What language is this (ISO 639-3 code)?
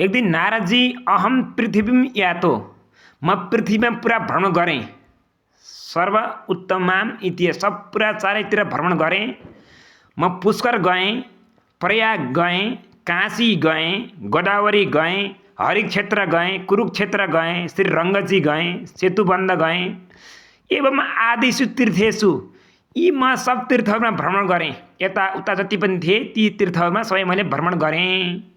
nep